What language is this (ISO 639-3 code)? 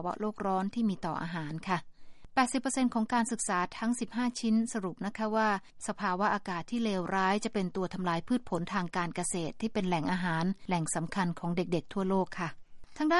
tha